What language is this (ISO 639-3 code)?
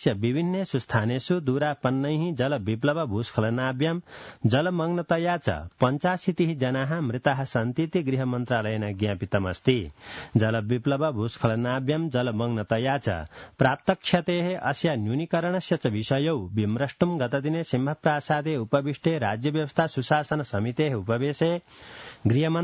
san